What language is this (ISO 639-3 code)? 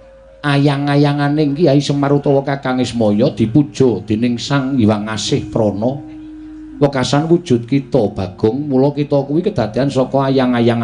jav